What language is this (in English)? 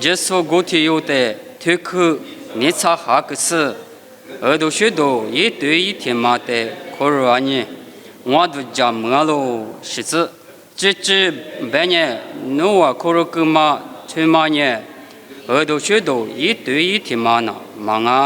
Lisu